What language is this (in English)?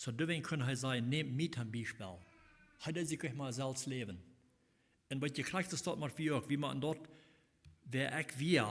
Plautdietsch